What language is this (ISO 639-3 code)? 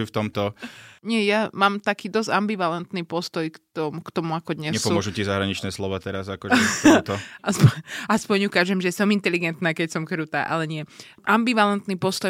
slk